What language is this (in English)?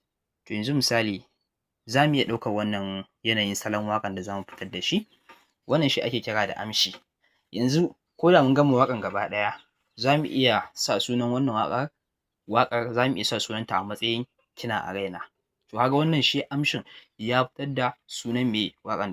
Hausa